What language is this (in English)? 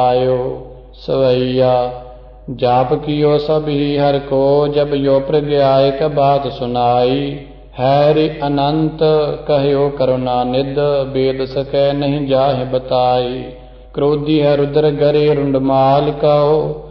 Punjabi